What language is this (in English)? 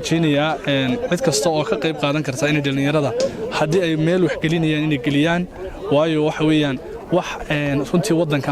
Somali